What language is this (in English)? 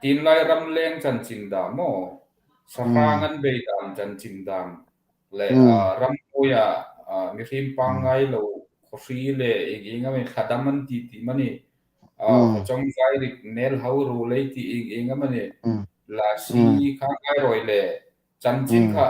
Hmar